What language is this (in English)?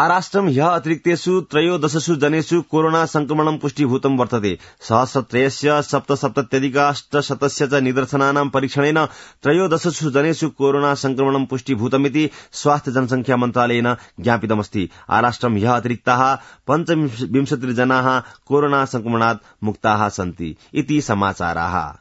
Sanskrit